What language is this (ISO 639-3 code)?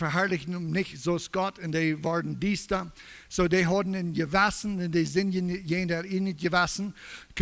pdt